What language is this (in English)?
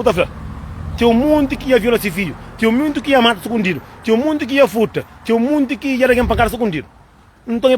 Kabuverdianu